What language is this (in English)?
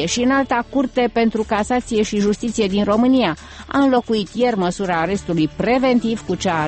Romanian